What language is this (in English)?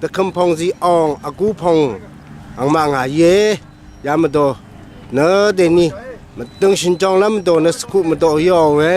Rawang